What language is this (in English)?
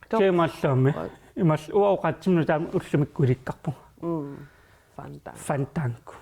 Kalaallisut